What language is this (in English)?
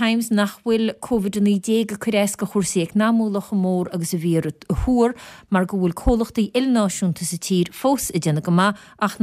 Irish